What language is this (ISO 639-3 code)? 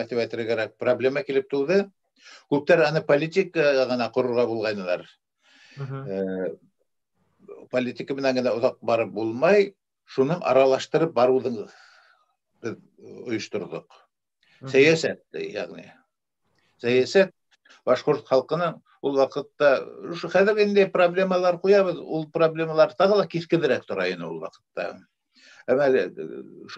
bak